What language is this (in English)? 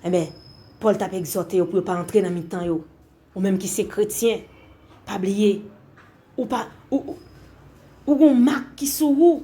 Haitian Creole